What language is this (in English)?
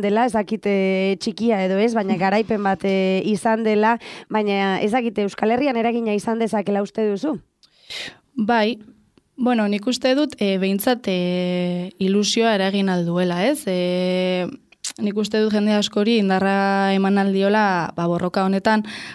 Basque